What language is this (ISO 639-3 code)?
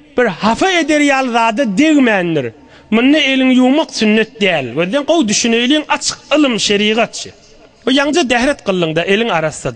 tuk